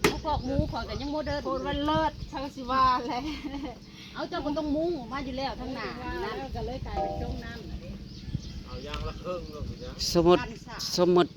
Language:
Northeastern Thai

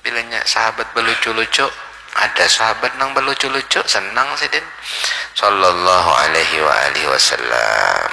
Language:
Banjar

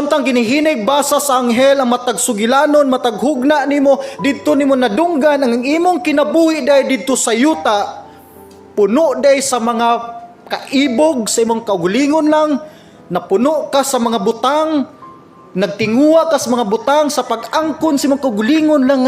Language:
Cebuano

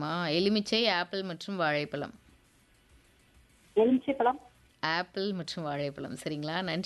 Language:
Tamil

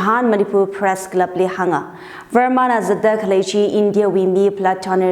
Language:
Tangkhul Naga (India)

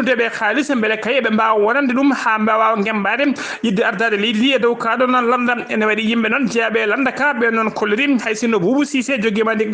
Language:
Fula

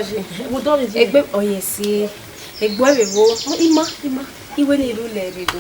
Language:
Bini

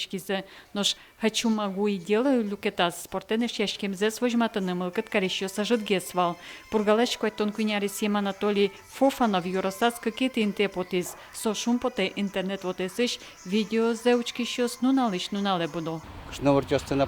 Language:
Udmurt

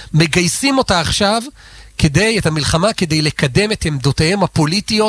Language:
Hebrew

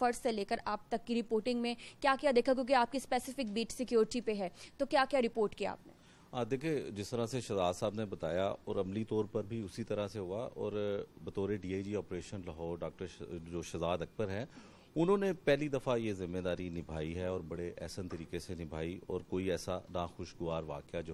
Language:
Urdu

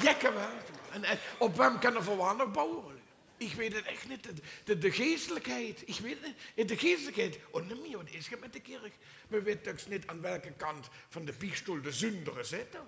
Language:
Limburgish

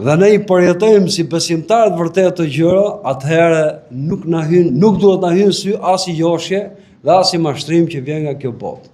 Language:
Albanian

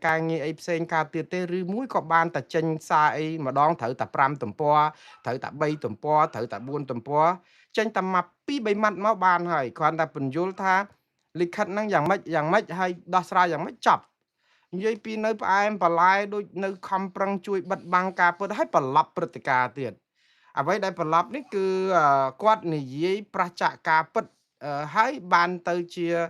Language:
Khmer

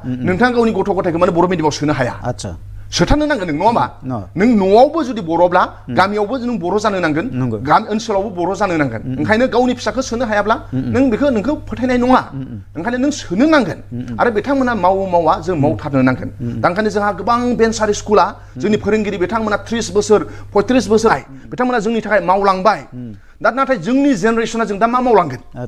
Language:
Bodo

